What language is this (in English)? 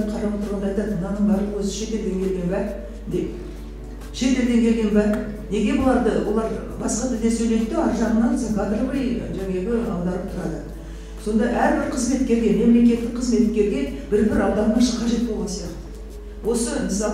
Kazakh